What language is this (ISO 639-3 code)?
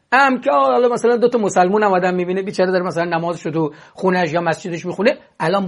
fas